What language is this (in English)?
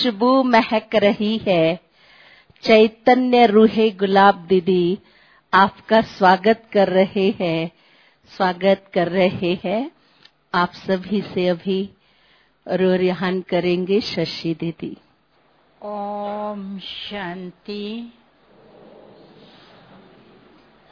Hindi